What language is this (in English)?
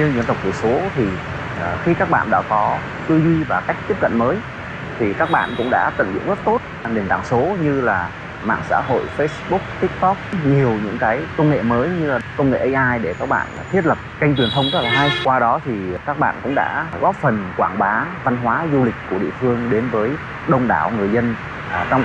Vietnamese